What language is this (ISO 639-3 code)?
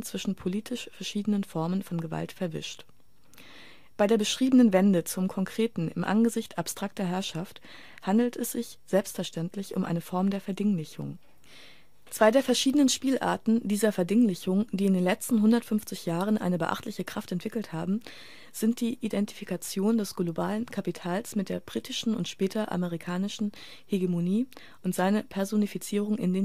deu